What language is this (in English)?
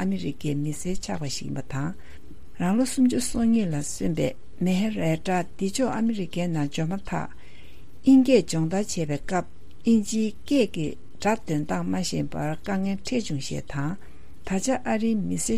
Tibetan